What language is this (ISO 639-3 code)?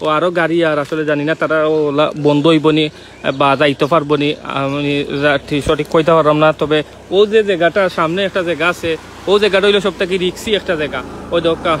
syl